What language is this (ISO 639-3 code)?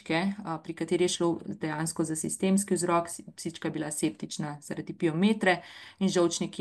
slv